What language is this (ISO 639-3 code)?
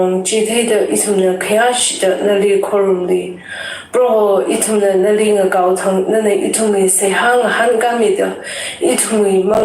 nmf